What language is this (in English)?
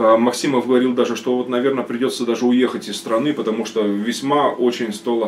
Russian